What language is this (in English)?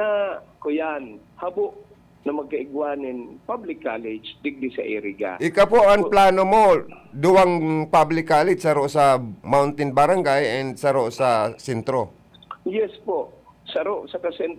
Bikol